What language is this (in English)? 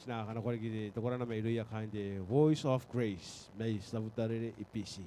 Gilbertese